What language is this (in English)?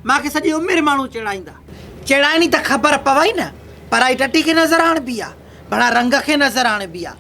Sindhi